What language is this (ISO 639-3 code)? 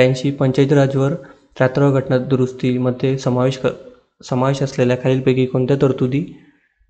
mar